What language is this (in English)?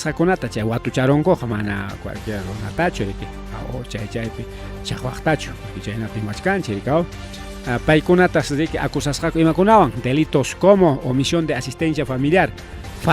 Ayacucho Quechua